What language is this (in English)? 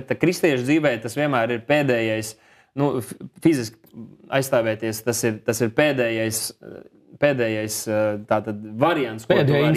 Latvian